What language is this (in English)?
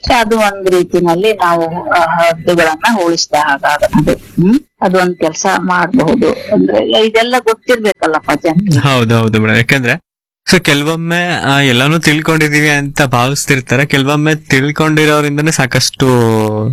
Kannada